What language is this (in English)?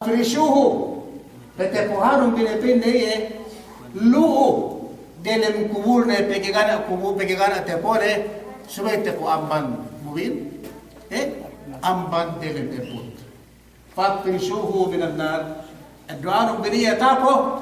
Yakan